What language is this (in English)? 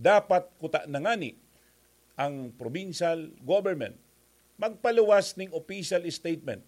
Bikol